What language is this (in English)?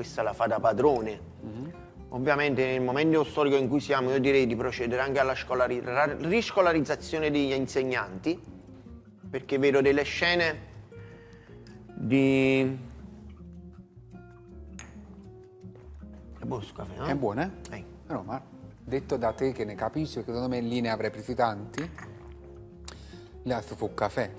Italian